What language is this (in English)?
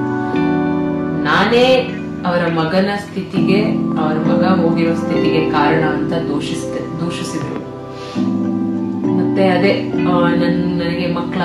Kannada